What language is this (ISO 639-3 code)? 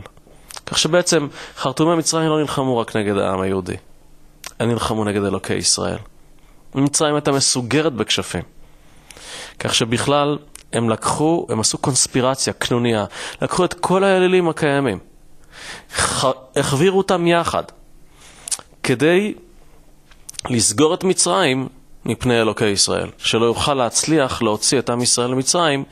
heb